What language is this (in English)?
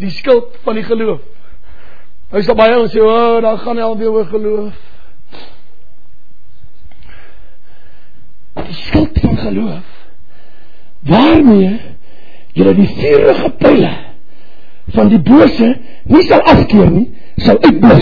Afrikaans